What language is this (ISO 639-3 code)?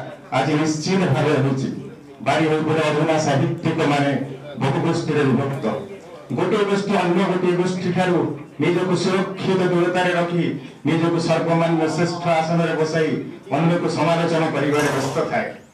ori